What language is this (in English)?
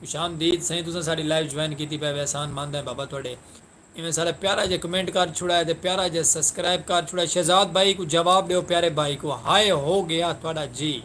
Saraiki